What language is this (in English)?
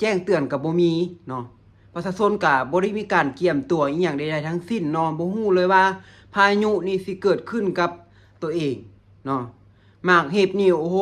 Lao